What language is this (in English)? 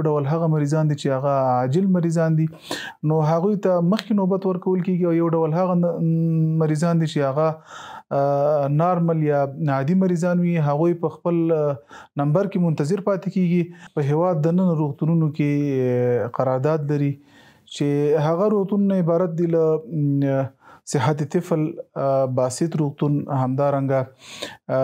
Pashto